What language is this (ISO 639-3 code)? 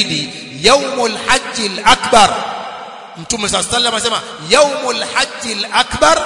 swa